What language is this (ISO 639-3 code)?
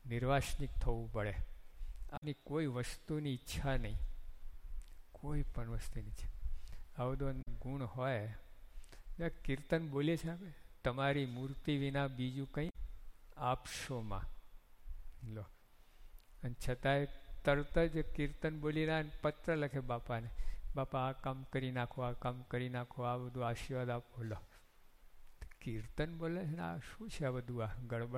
guj